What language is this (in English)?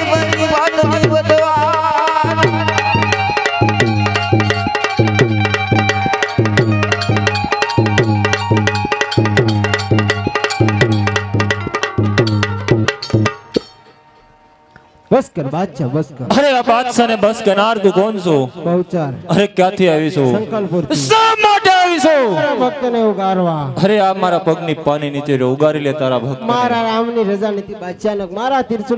Gujarati